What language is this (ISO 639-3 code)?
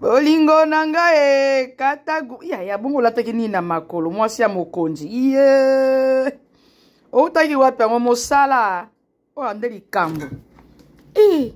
lin